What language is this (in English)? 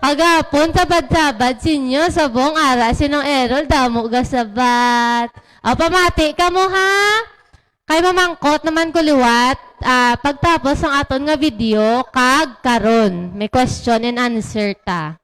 Hiligaynon